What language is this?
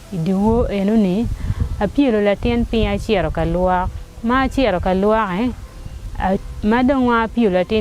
Acoli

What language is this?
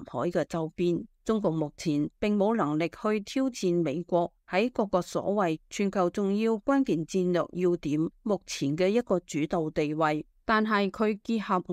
Cantonese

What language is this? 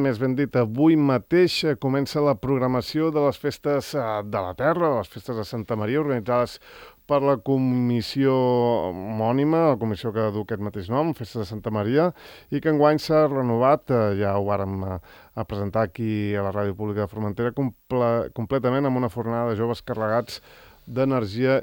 Catalan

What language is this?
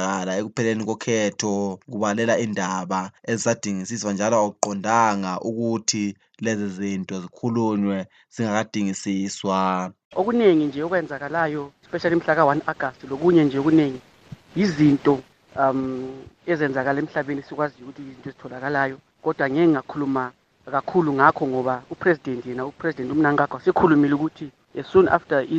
North Ndebele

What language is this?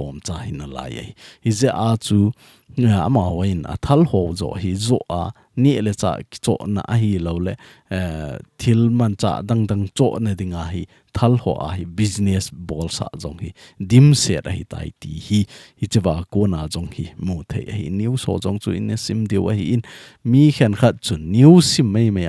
Thado Chin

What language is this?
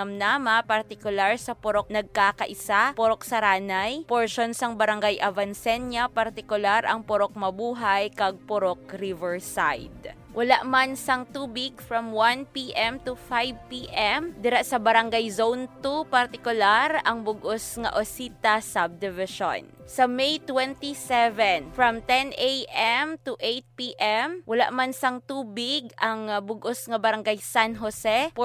Hiligaynon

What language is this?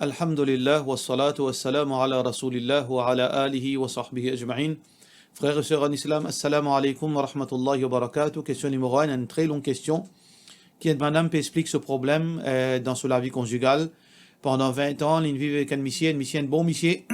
Morisyen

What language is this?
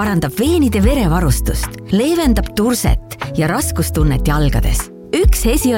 Estonian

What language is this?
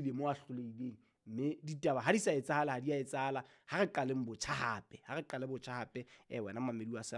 Southern Sotho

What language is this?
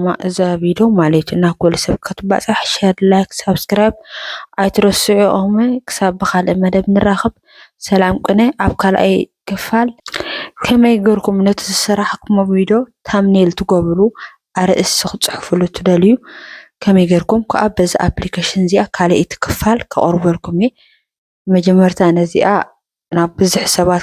Tigrinya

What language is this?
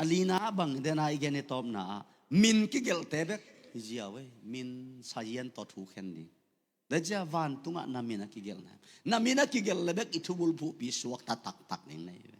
Tedim Chin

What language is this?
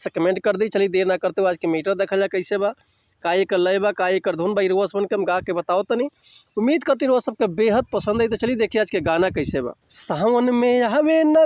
Bhojpuri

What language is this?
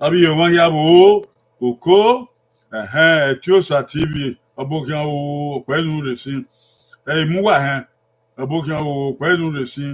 Bini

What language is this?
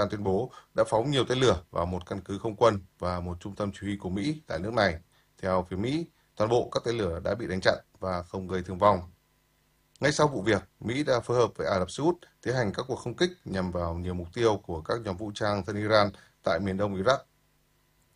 Vietnamese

